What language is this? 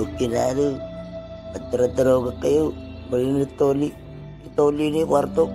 Itawit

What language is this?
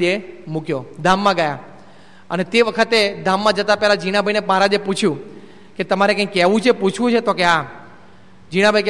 Gujarati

